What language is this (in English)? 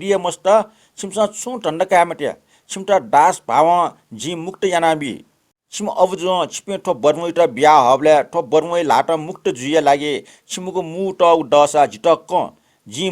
Newari